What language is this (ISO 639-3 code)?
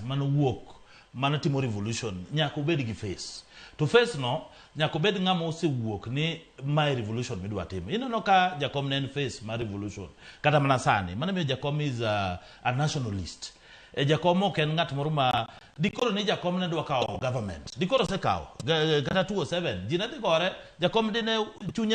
luo